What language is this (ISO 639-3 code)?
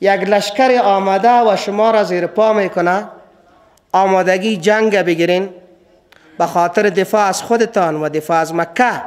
fas